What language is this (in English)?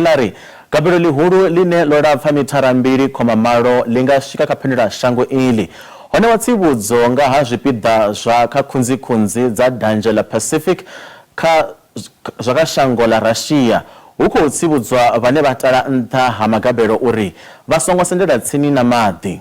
Venda